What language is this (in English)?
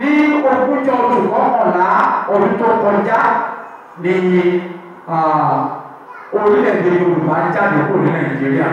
Yoruba